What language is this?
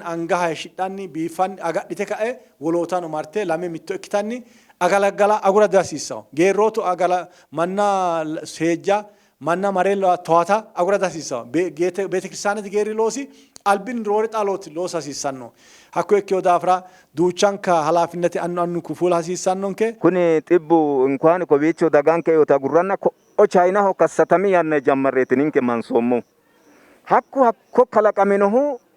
Sidamo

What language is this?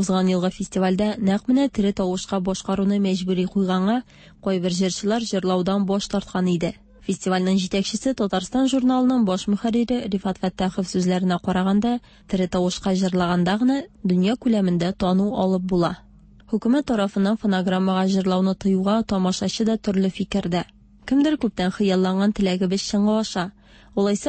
Tatar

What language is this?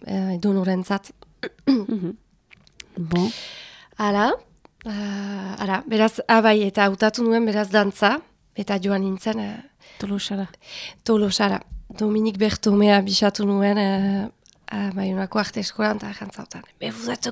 Basque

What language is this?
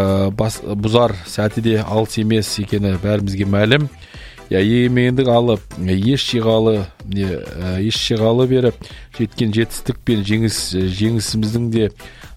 Kazakh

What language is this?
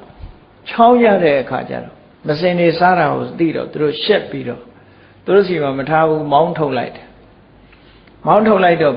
Burmese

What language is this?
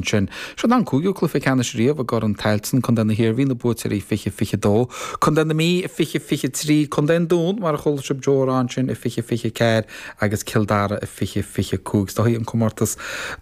Irish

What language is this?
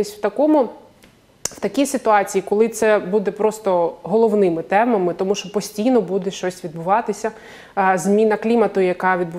Ukrainian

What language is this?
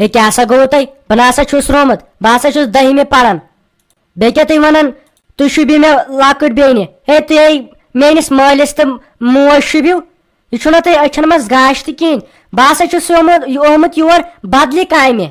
Kashmiri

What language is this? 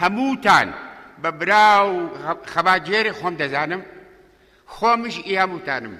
Central Kurdish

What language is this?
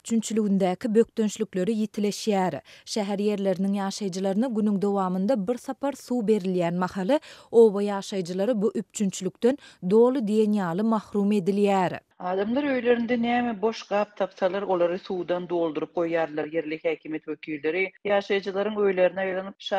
Turkmen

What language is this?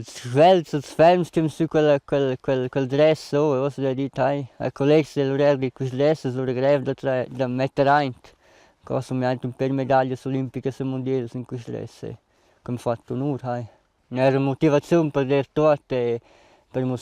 Romansh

